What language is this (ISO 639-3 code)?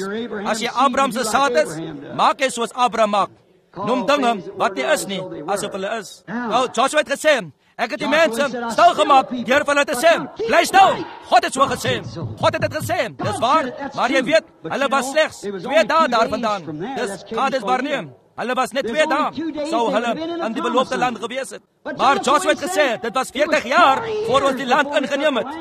afr